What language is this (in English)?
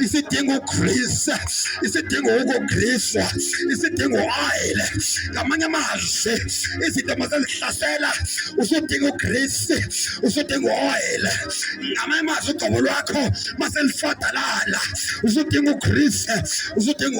Zulu